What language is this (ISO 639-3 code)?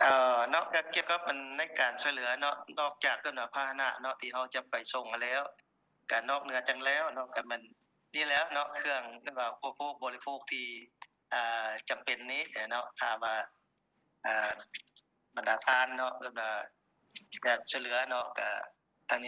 lao